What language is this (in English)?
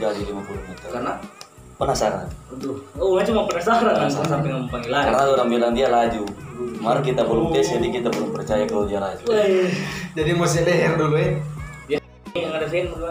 Manado Malay